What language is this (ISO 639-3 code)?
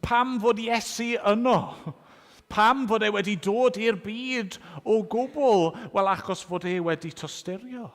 cym